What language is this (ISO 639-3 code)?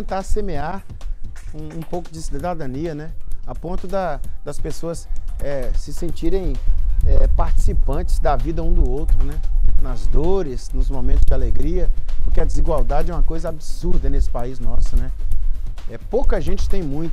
por